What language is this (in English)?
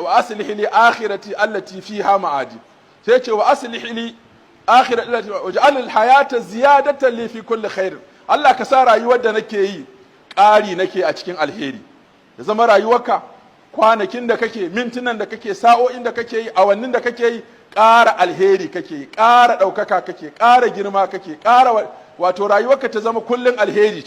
Hausa